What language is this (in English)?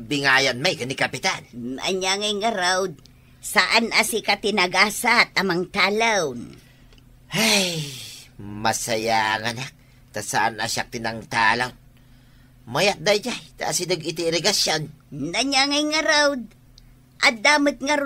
Iloko